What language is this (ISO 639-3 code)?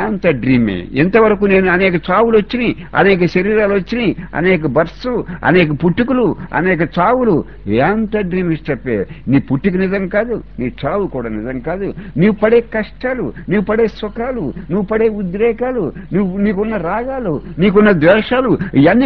tel